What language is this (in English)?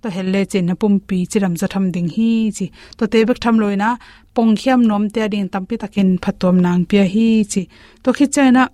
Tedim Chin